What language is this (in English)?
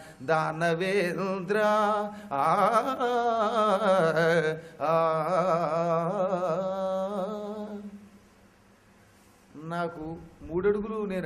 Telugu